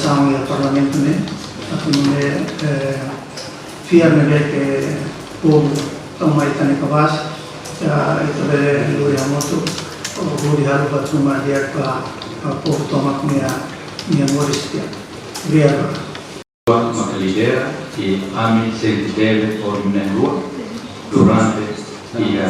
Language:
Tetum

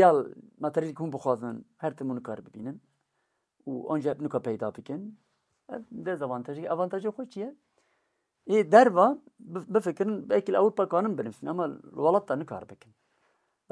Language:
Kurdish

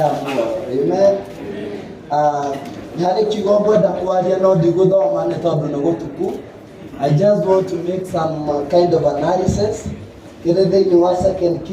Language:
Kikuyu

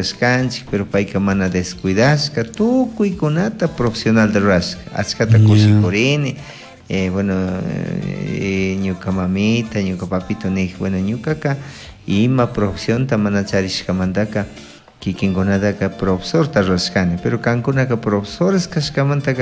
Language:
Chimborazo Highland Quichua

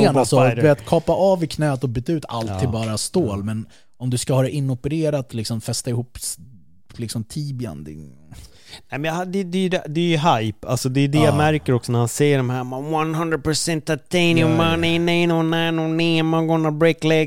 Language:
Swedish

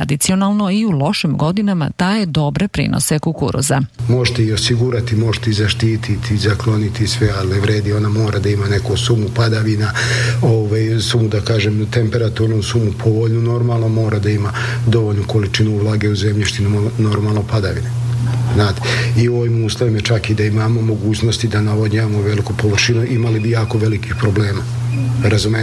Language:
Serbian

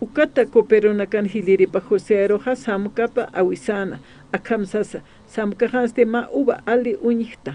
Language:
Aymara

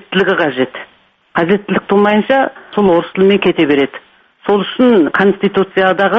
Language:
Kazakh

